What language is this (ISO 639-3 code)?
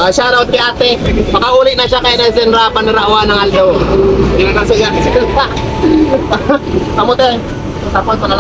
bik